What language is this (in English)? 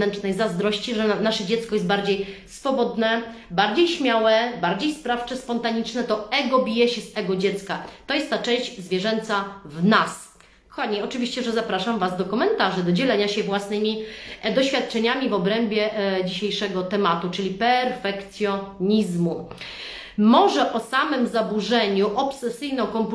Polish